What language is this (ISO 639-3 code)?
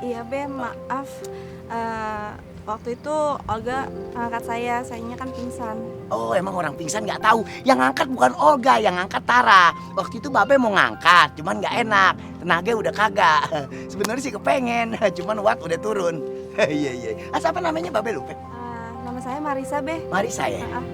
bew